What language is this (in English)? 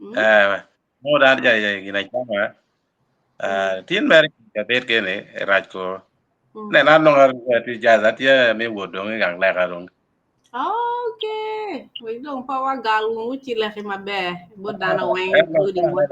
Acoli